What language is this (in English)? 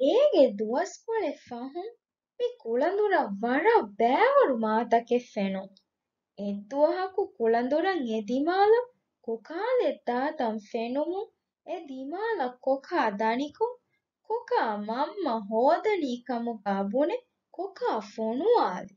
Divehi